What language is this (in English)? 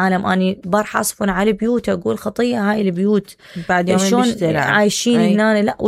Mesopotamian Arabic